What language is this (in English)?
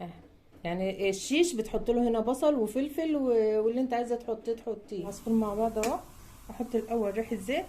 Egyptian Arabic